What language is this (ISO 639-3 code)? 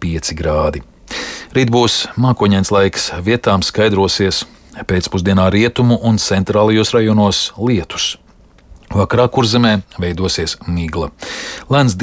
lav